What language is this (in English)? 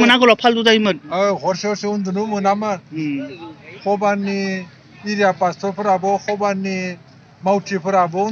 Bodo